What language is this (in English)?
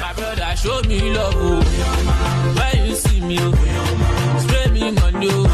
Nigerian Pidgin